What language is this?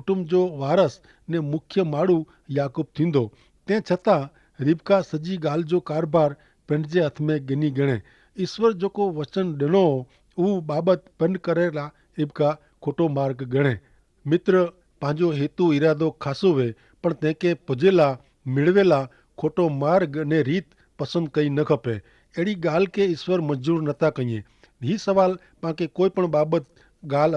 Kachhi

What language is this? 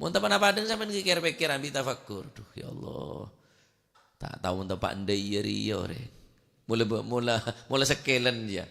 Madurese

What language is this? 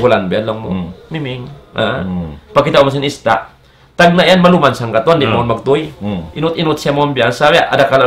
Tausug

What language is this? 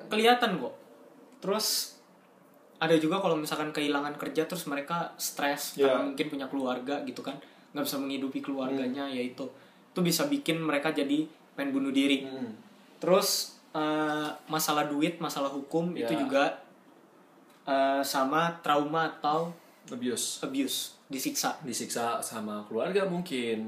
Indonesian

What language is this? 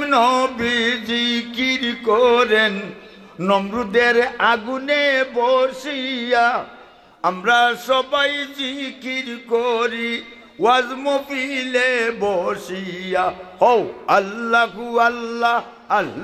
Sylheti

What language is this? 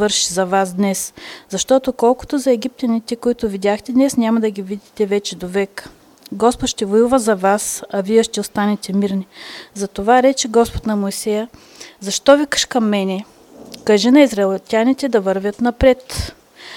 Bulgarian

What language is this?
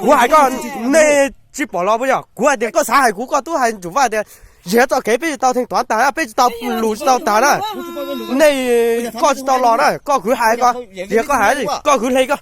Hmong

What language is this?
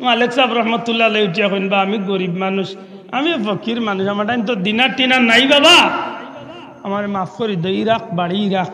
Sylheti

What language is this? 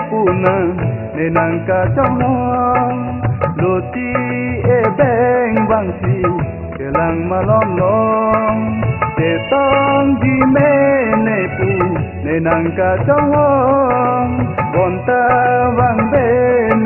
Karbi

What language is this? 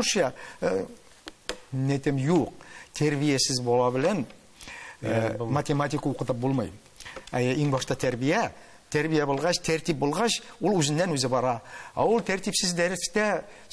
Tatar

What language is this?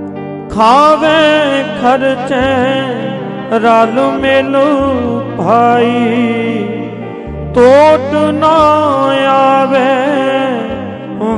Punjabi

